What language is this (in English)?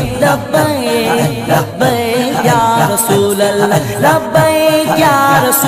Urdu